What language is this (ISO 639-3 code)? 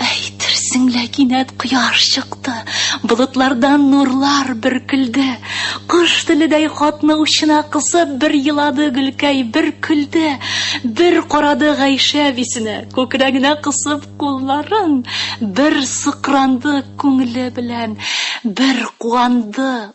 tat